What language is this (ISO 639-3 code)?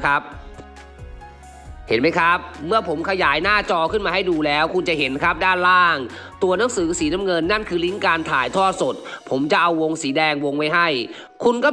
tha